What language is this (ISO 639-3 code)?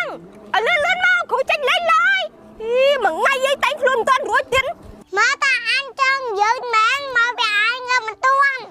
khm